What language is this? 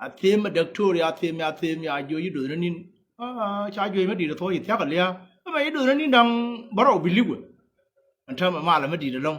Nuer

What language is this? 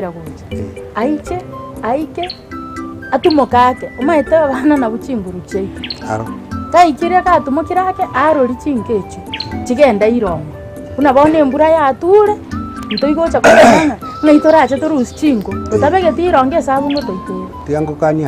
Gusii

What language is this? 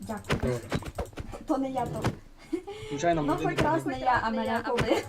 Rusyn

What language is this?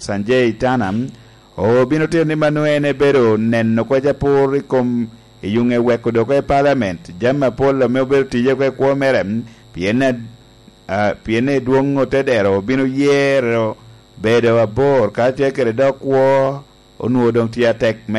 Lango (Uganda)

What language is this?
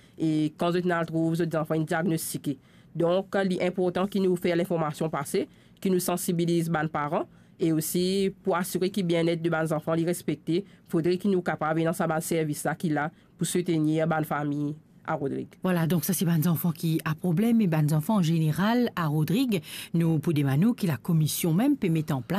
Morisyen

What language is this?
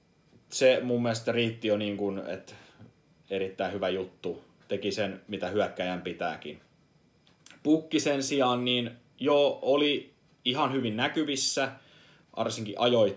Finnish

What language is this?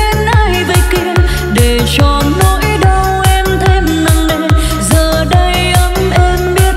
Vietnamese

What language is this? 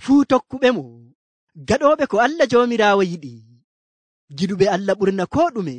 Nigerian Fulfulde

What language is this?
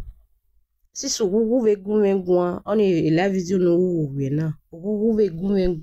Nigerian Pidgin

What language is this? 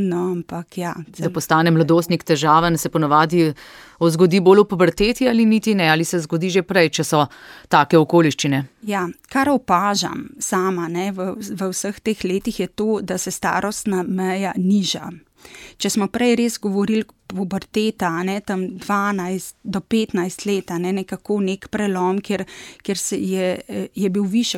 Slovenian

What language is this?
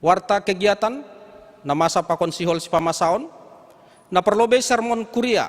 Batak Simalungun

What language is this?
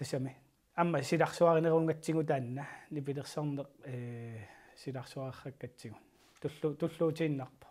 Kalaallisut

